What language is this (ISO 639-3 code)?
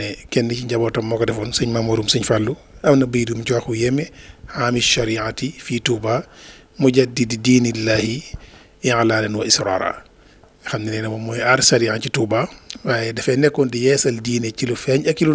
wol